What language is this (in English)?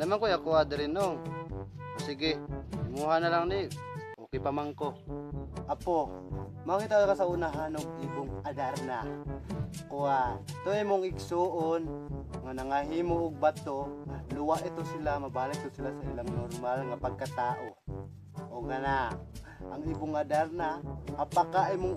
Cebuano